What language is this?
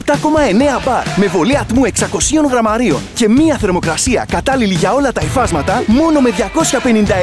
Greek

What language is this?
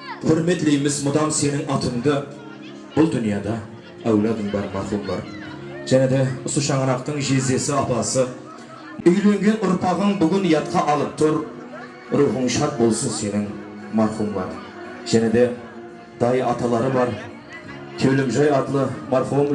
Kara-Kalpak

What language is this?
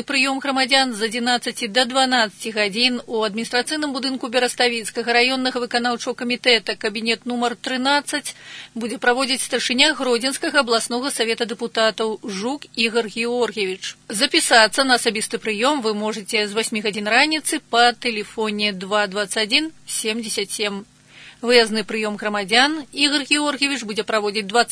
Belarusian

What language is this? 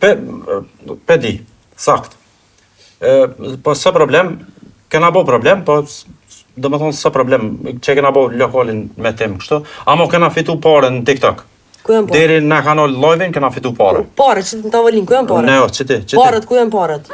Albanian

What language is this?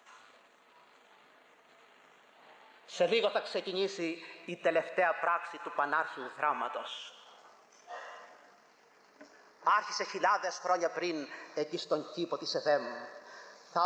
Greek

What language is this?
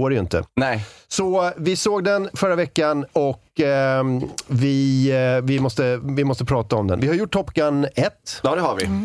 Swedish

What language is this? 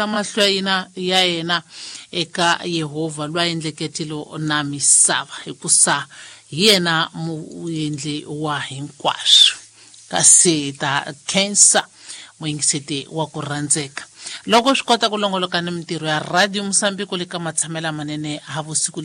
Tsonga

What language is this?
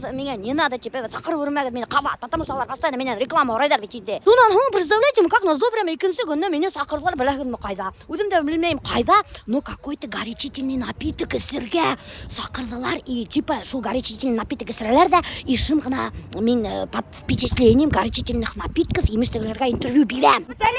Bashkir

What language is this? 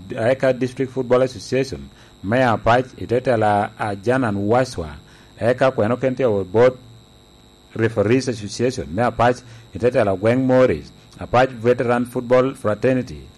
Lango (Uganda)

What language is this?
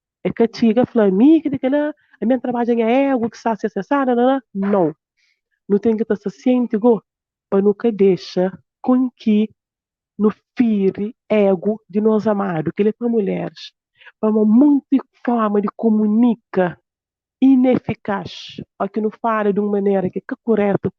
Kabuverdianu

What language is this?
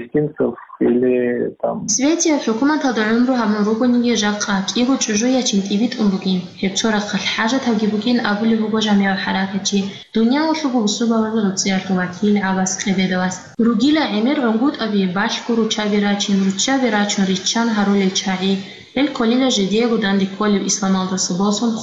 Avaric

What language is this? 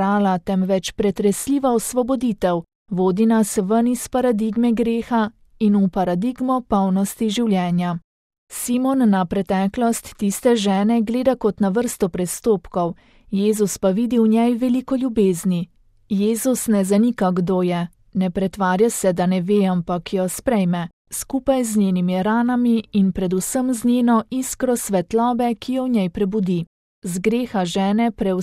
Slovenian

